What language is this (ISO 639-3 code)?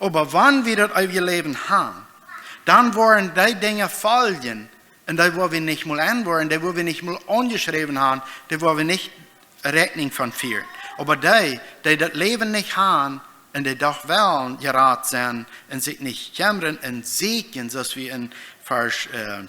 pdt